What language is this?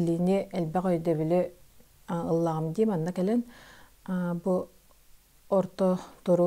Yakut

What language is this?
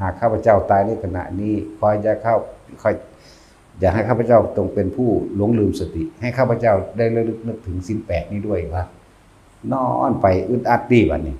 Northeastern Thai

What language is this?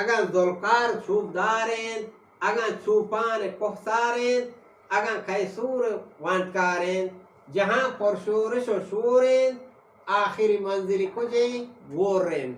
Eastern Balochi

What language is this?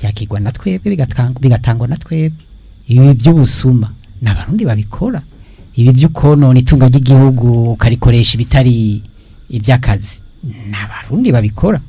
Rundi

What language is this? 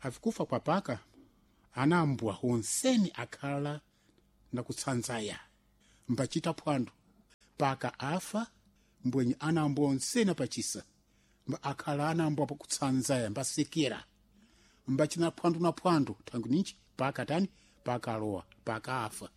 Sena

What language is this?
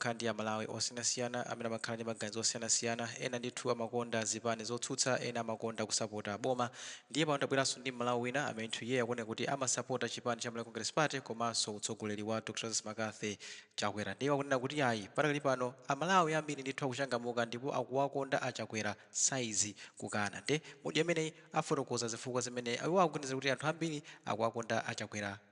Nyanja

